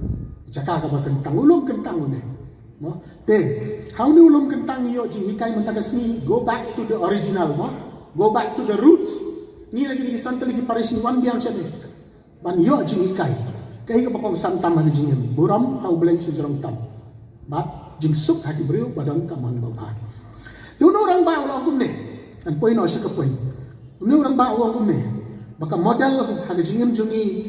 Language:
Khasi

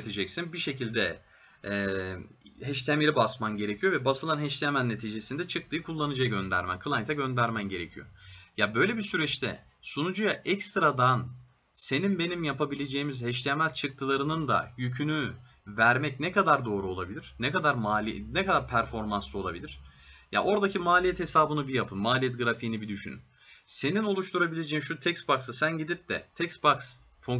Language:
Turkish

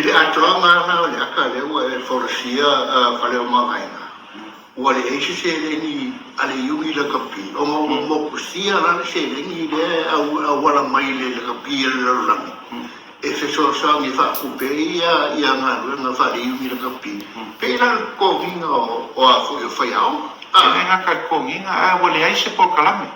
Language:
Samoan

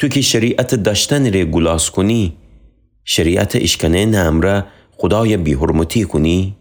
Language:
Gilaki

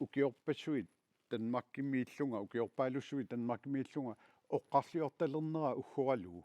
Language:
Kalaallisut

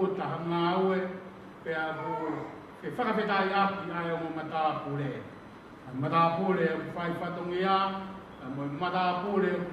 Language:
Tongan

